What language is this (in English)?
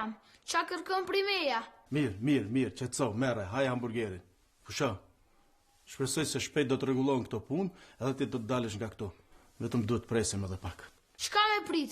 Albanian